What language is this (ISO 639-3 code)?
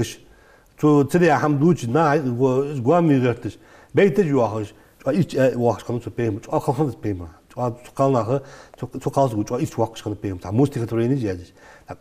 inh